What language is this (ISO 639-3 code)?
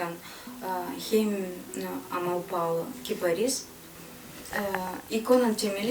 gag